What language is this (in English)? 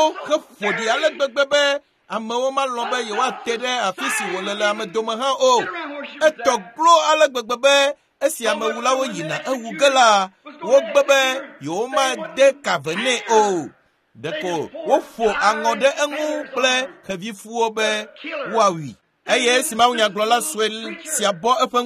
Ewe